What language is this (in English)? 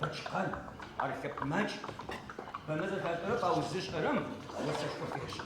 Adyghe